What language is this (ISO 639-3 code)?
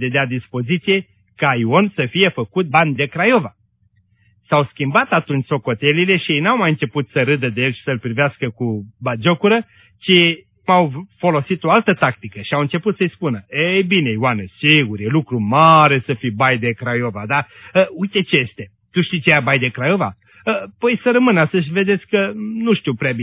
ron